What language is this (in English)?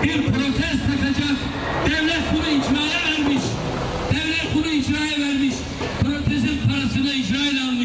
Turkish